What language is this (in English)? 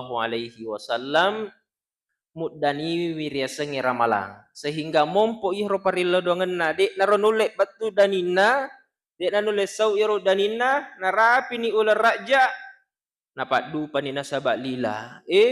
Buginese